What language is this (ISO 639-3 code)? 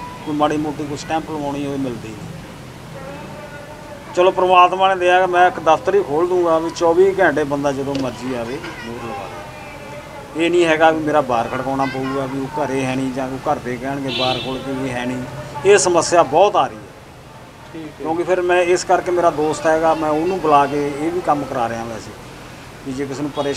pan